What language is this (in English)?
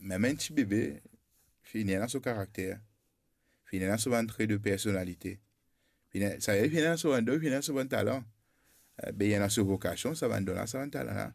Morisyen